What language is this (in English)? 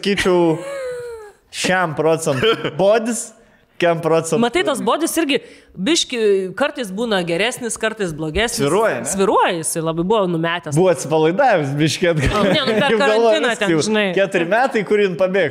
Lithuanian